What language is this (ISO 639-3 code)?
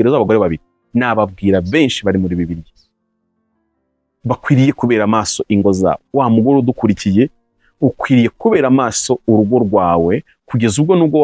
kin